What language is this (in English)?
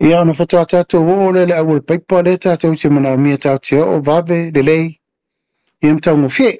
Samoan